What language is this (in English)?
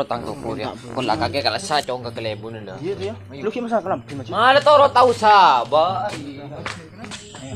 Madurese